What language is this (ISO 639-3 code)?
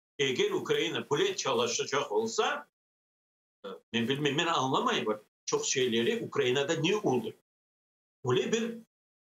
crh